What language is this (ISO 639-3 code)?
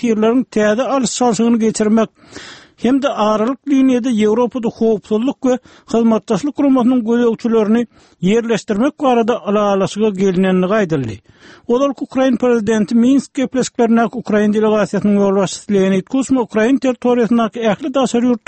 tuk